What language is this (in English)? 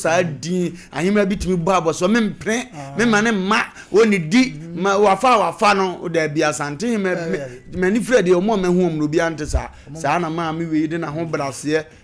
Akan